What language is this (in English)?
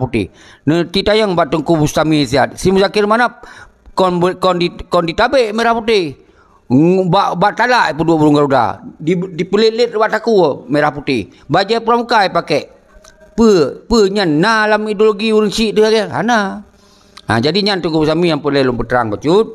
Achinese